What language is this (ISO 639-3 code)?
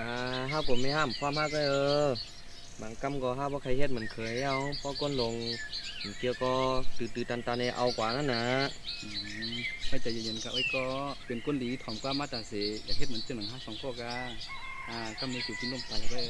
shn